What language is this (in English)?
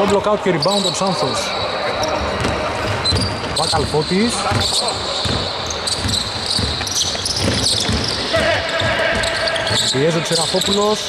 Greek